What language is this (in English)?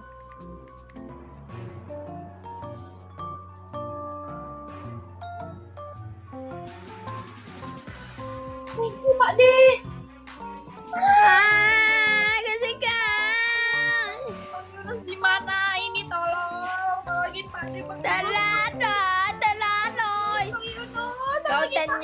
Indonesian